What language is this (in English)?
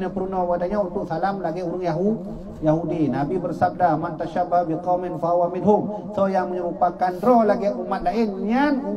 Achinese